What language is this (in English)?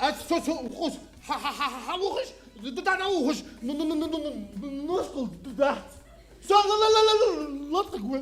Chechen